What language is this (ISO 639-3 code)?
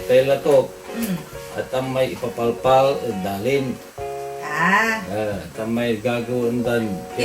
pag